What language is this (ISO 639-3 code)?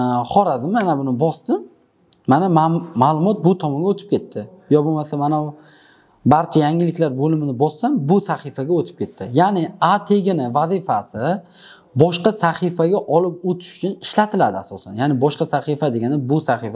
uzb